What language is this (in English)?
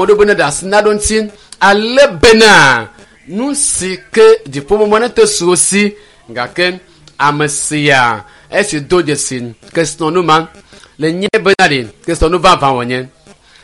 Ewe